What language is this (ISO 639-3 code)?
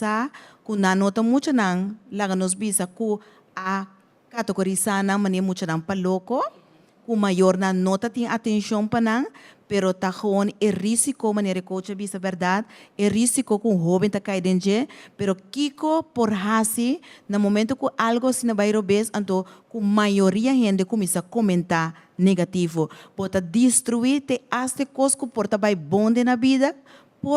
pap